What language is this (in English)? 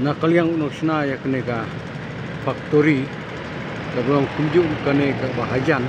Khasi